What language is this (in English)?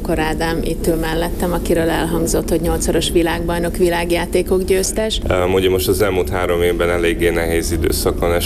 Hungarian